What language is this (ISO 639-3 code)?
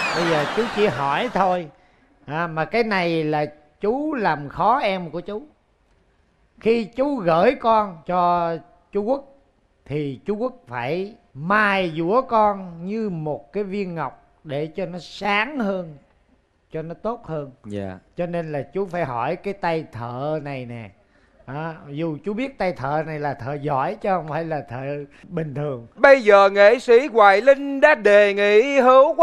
vie